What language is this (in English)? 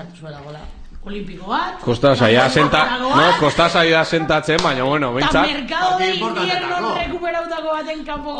Basque